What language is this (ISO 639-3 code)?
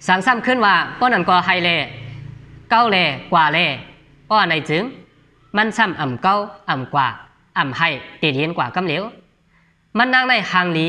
shn